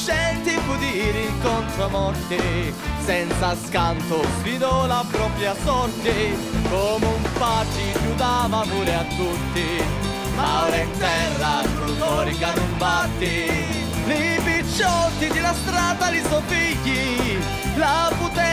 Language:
Sicilian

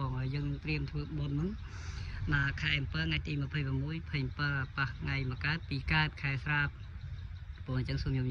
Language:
Khmer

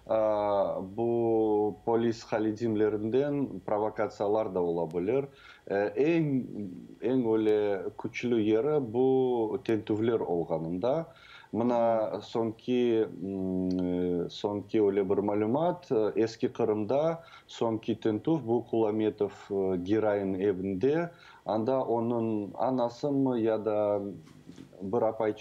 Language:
Crimean Tatar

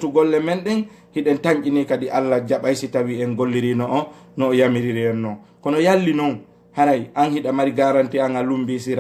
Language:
Fula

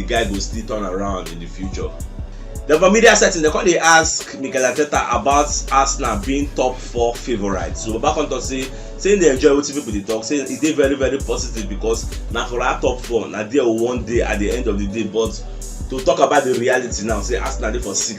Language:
Nigerian Pidgin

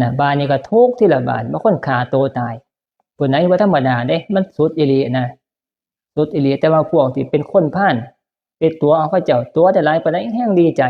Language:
Northeastern Thai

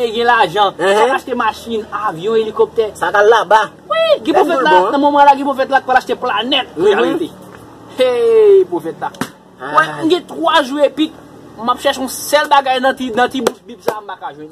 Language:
Haitian Creole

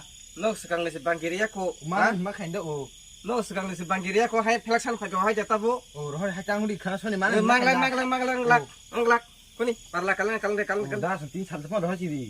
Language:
Kok Borok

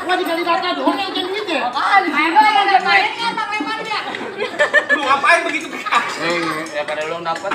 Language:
Betawi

